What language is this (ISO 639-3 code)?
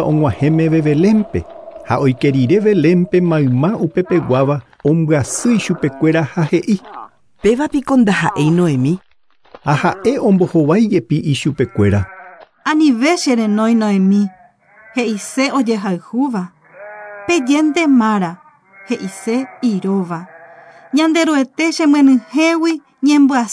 grn